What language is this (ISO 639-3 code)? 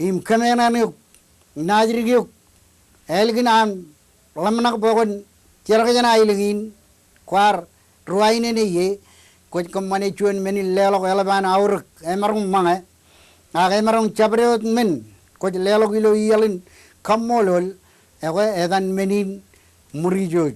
mah